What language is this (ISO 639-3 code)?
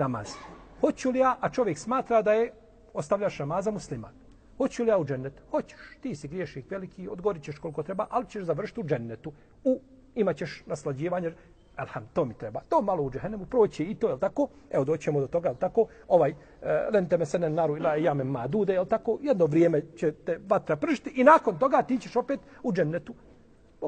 bos